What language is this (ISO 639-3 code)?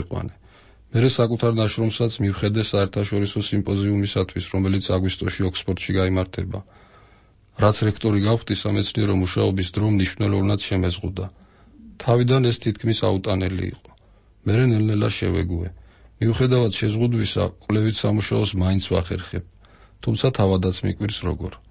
kat